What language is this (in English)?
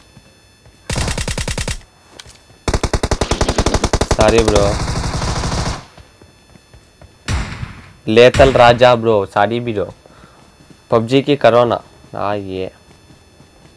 Telugu